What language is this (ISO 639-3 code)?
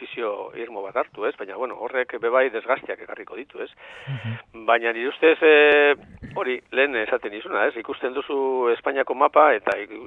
eus